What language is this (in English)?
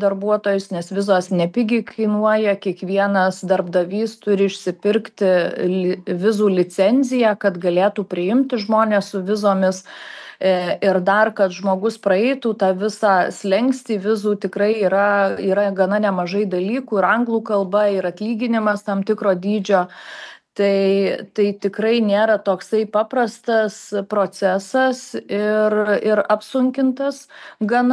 Lithuanian